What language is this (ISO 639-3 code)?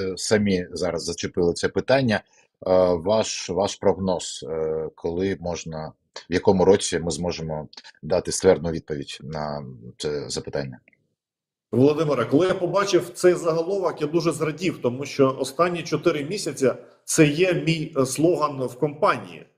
ukr